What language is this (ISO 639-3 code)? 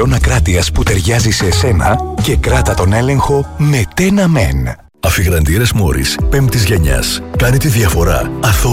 ell